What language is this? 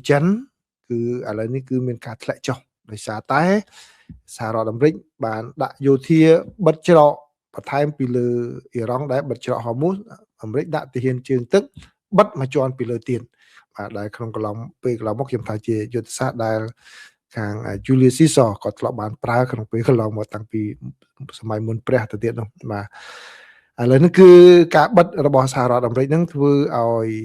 Khmer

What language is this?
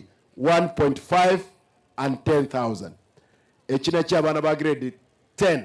Gusii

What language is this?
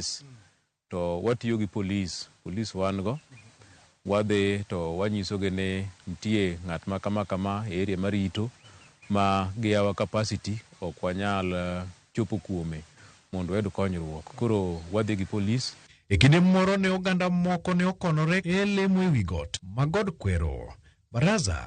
Luo (Kenya and Tanzania)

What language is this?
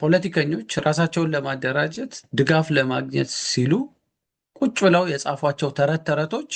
Amharic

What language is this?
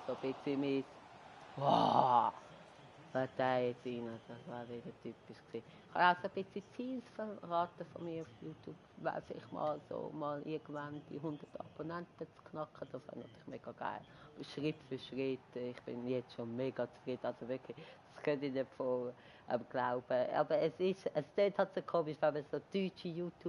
Swiss German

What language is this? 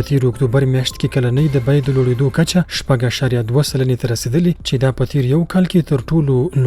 Pashto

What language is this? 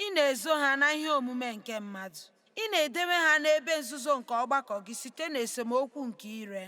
Igbo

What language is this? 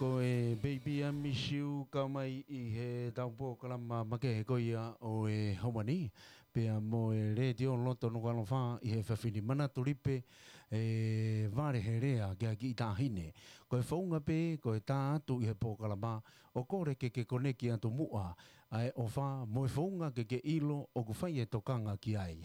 Tongan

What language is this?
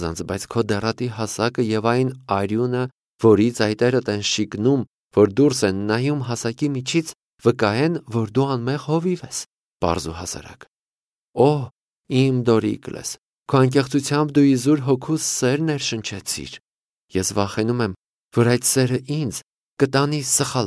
Armenian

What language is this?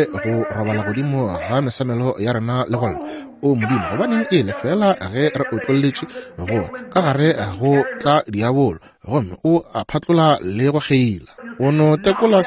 Northern Sotho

